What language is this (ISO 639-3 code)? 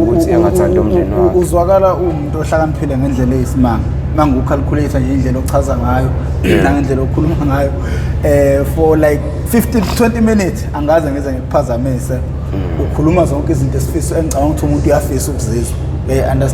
zul